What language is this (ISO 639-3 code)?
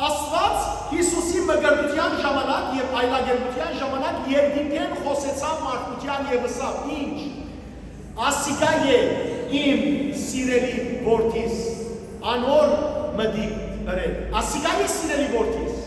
hyw